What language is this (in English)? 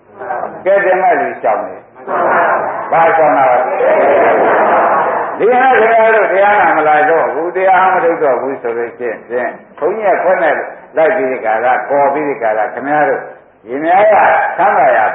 Burmese